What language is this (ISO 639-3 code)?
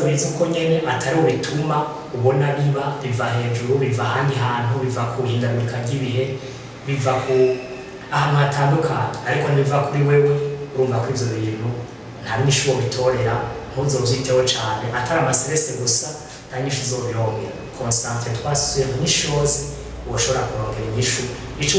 run